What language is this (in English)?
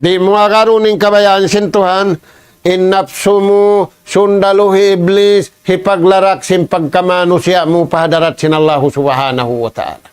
Tausug